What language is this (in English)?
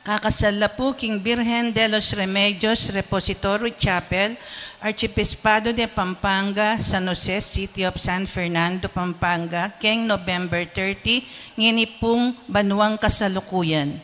Pampanga